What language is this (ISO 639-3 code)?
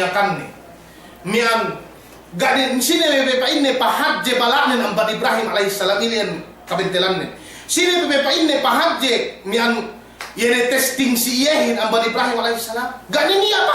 yka